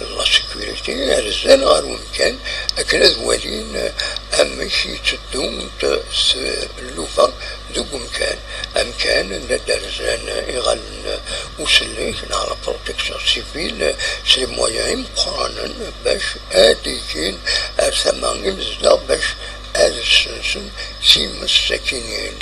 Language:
Kabyle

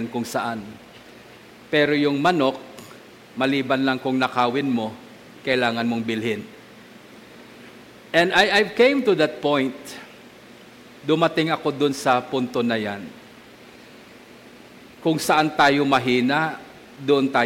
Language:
Filipino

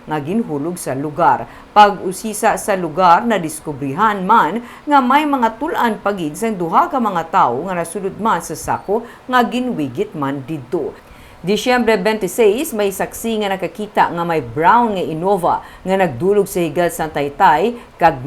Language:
Hiligaynon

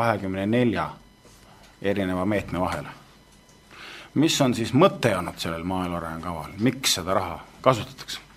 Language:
Estonian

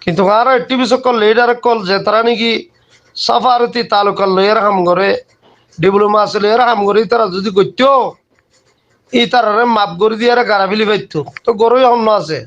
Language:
Rohingya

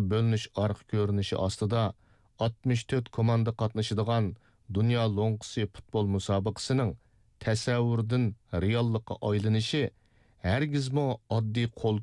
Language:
Uyghur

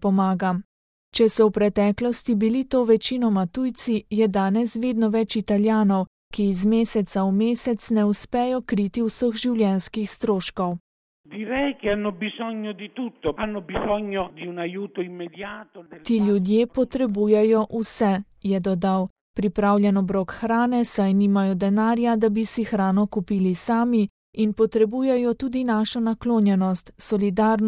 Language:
Slovenian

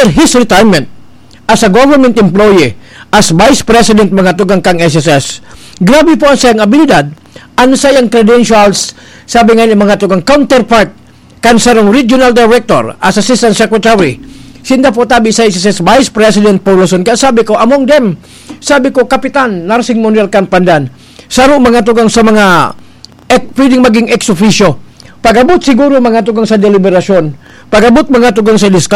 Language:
Bikol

